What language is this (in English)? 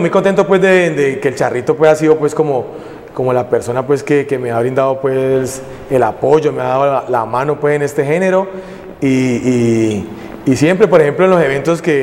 Spanish